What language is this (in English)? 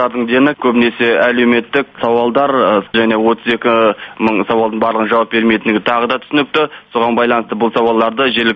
Kazakh